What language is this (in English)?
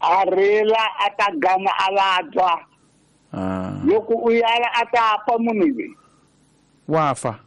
Tsonga